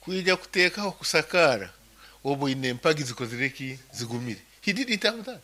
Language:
Nyankole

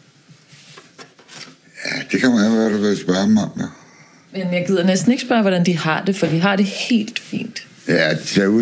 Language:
Danish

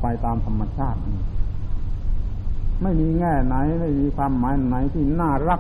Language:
Thai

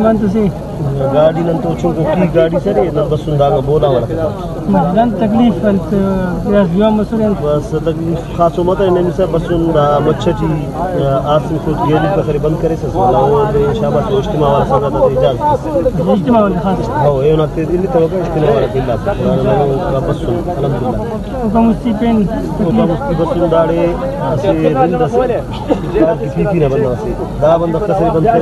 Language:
Brahui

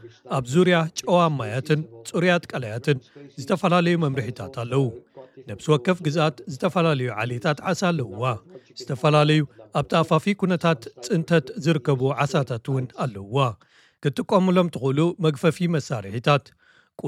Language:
Tigrinya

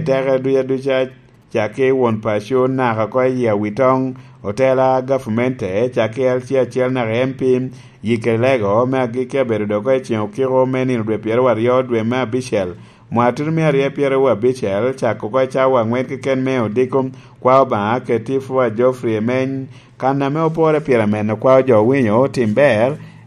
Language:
Lango (Uganda)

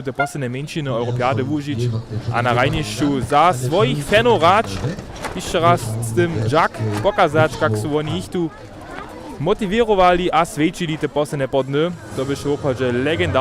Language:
Upper Sorbian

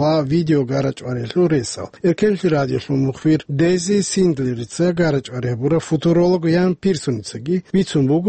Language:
Avaric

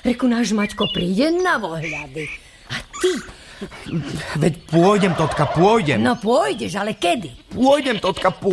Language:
Slovak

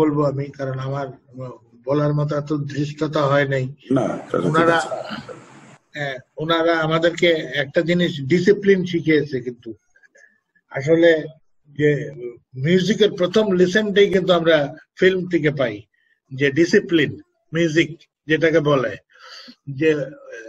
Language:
Bangla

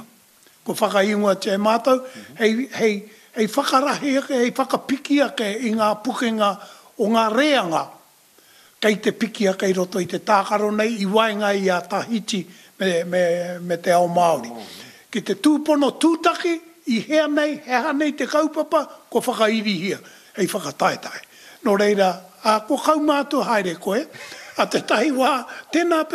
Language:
Māori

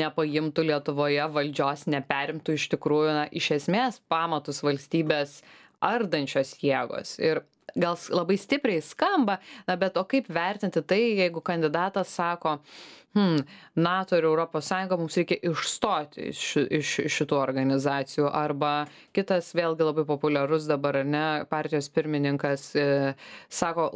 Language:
Lithuanian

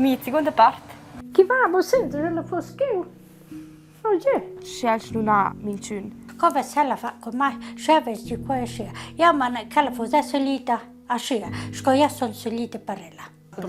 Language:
Romansh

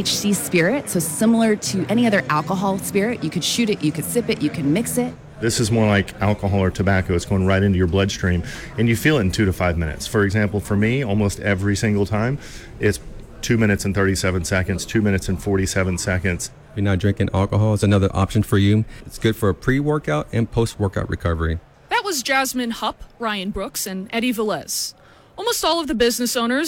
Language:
English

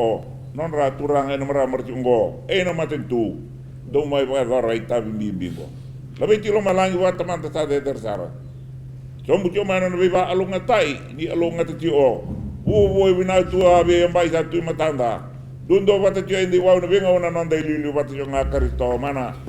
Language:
Fijian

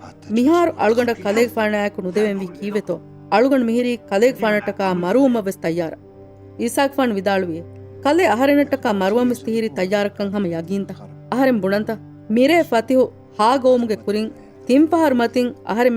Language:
Divehi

